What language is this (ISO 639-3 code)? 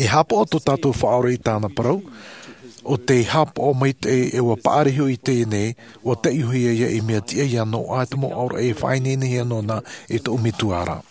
lav